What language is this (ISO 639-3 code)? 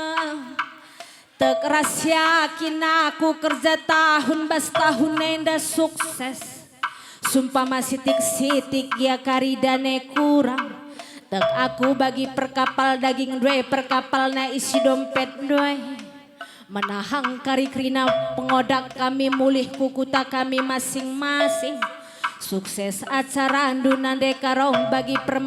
btx